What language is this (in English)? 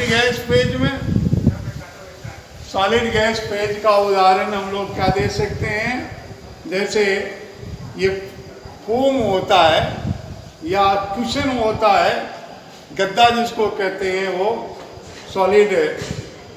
Hindi